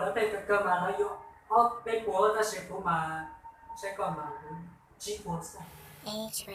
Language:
Hmong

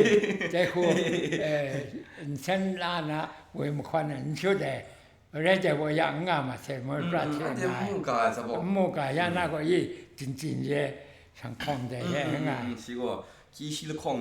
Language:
Kachin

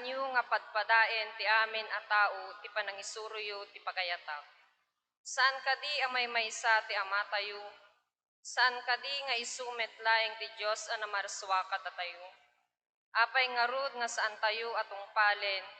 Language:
Iloko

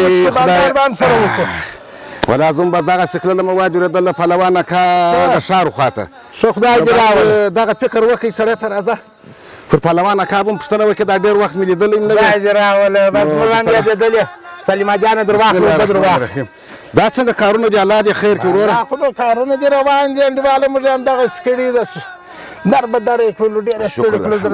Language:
Pashto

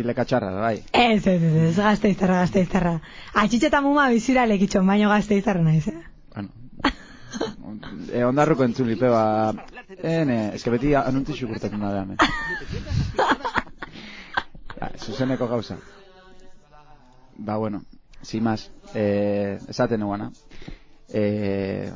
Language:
Basque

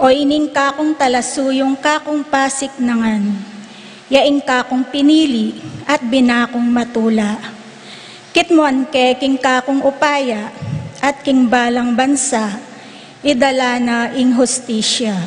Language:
Pampanga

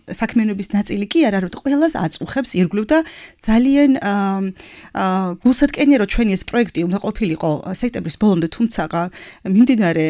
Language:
Georgian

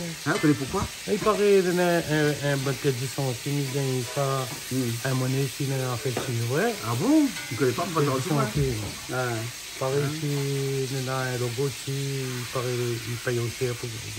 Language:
Réunion Creole French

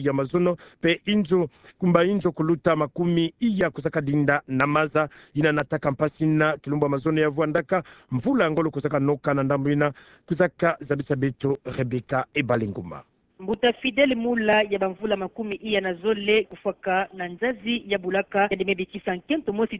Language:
Kituba (Democratic Republic of Congo)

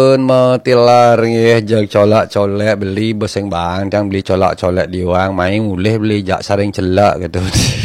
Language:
Balinese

